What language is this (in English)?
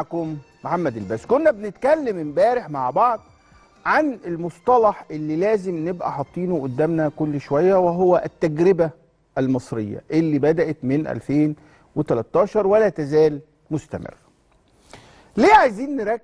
Egyptian Arabic